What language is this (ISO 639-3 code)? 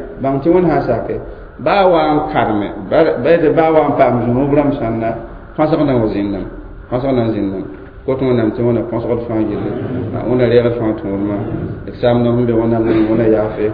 mos